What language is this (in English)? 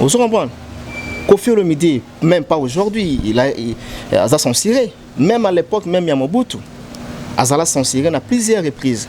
Lingala